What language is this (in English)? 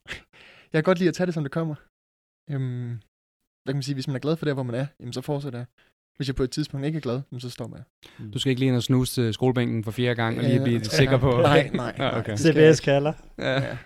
Danish